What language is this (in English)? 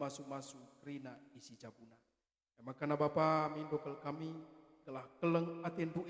Batak Karo